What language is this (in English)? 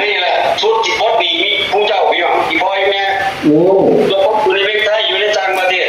Northeastern Thai